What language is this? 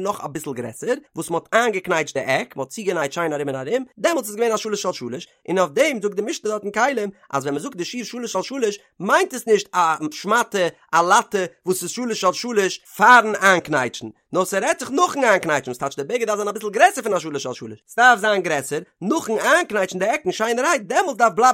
Yiddish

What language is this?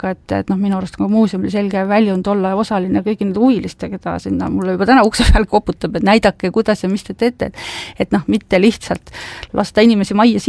Estonian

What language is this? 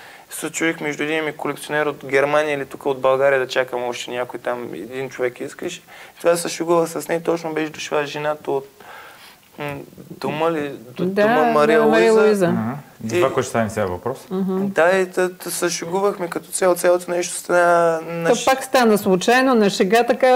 Bulgarian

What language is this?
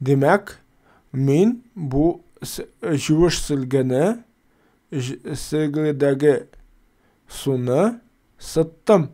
Tatar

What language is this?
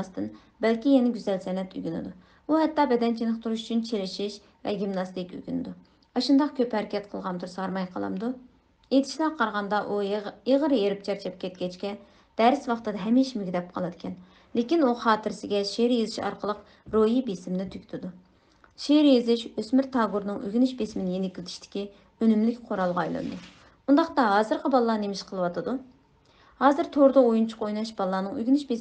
Uyghur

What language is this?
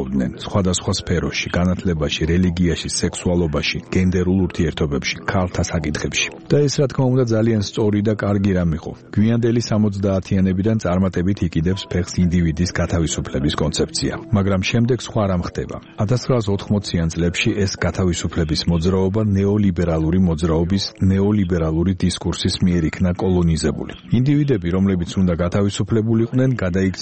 Georgian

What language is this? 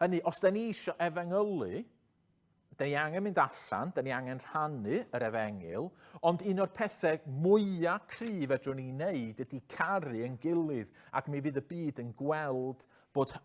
Welsh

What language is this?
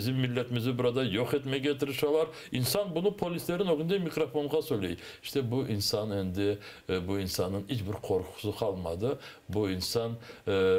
Crimean Tatar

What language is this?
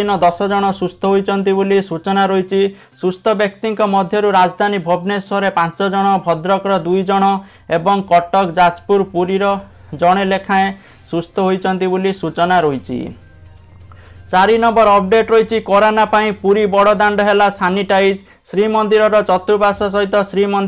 Odia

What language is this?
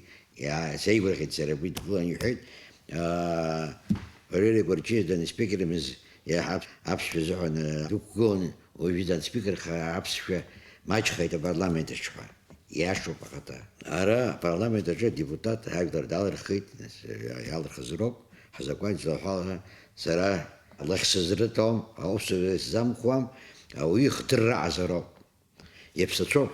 Abkhazian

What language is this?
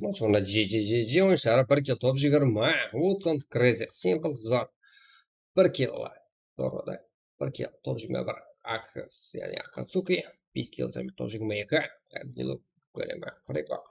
Kara-Kalpak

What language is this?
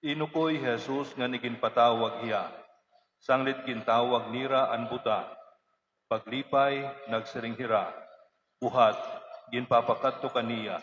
Waray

